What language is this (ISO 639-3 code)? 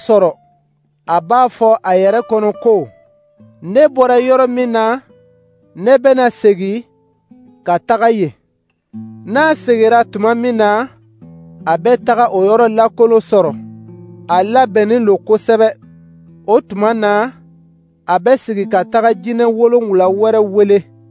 dyu